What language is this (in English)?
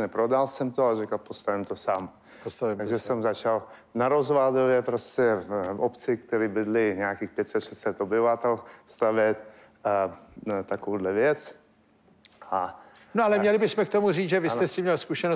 Czech